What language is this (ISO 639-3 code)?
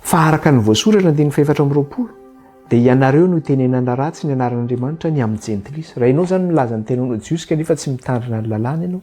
mlg